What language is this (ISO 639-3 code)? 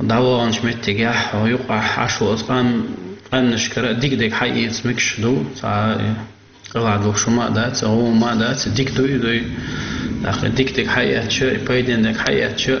che